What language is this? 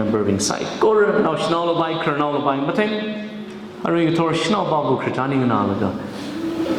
Tangkhul Naga (India)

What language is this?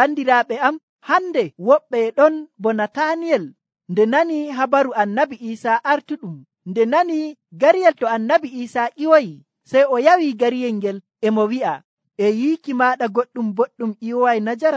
Nigerian Fulfulde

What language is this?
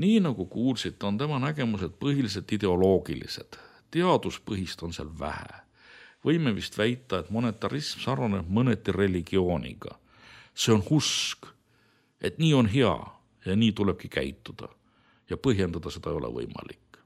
Estonian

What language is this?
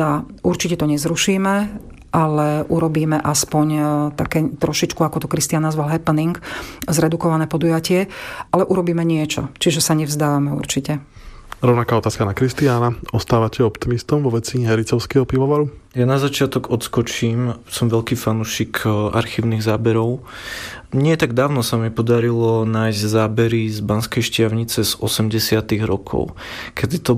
Slovak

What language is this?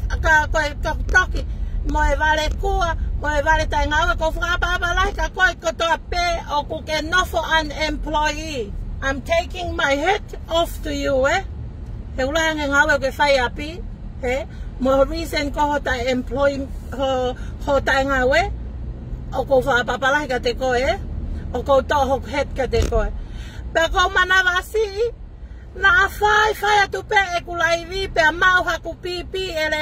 Tongan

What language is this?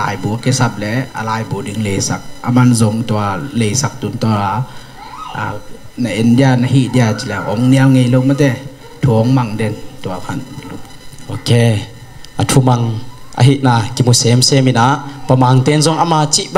Tedim Chin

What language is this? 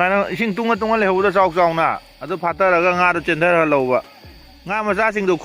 Manipuri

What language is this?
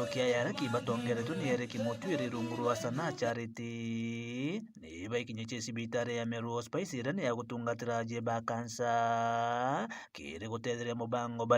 Meru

